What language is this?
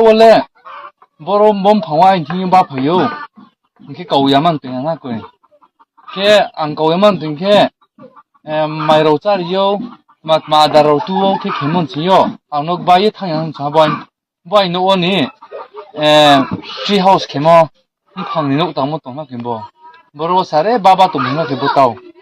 Riang (India)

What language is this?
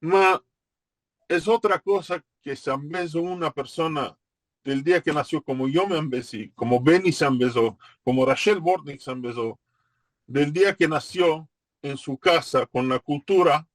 Ladino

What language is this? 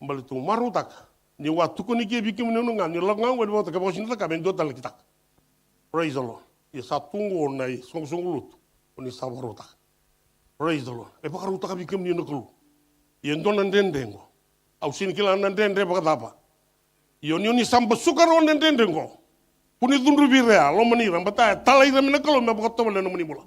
Fijian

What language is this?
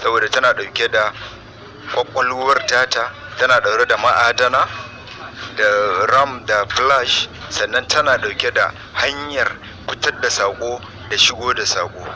Hausa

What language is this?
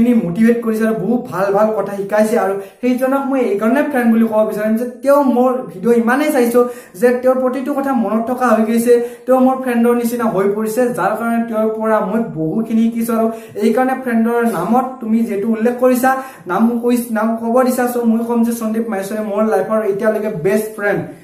Assamese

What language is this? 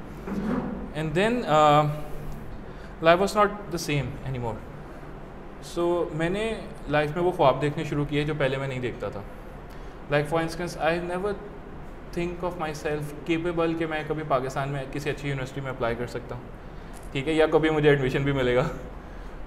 Urdu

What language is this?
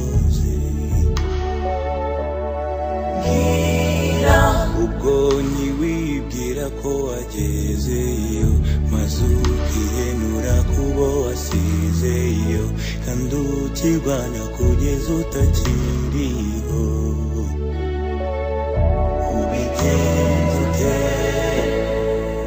Kinyarwanda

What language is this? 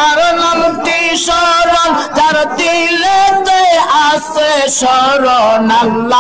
Bangla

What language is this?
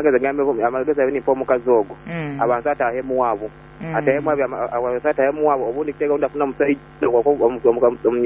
Nyoro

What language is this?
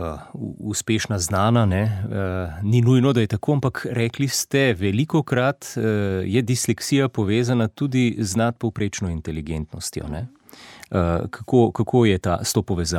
Slovenian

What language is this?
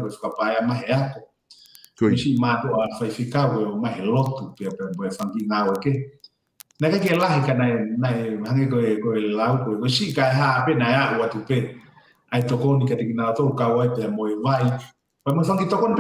Tongan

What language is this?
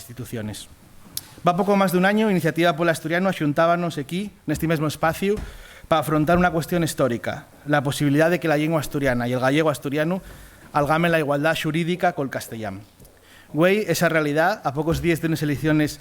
Asturian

